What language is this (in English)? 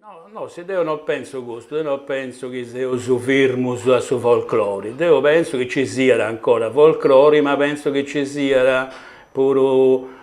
Sardinian